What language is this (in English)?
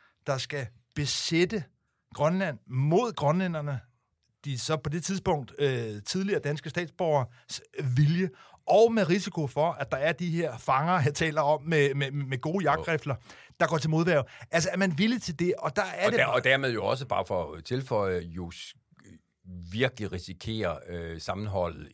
Danish